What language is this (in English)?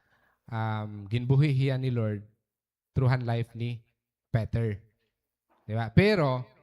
Waray